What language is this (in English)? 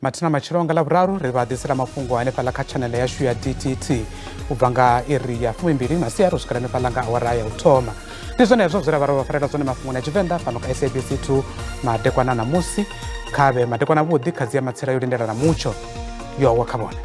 Venda